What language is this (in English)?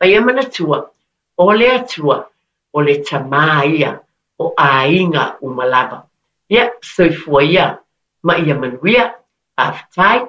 Samoan